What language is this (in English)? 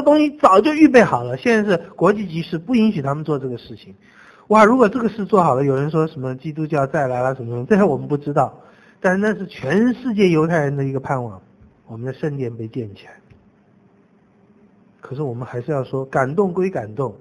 Chinese